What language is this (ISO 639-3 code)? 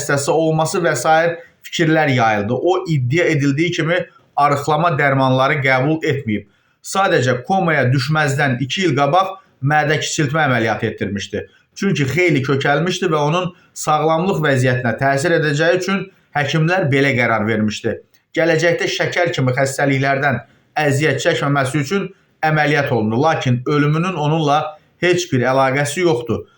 aze